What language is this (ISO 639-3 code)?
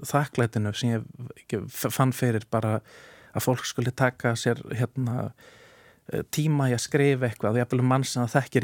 isl